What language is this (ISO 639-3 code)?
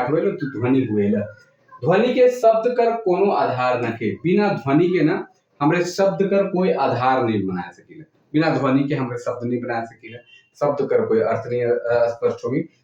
sck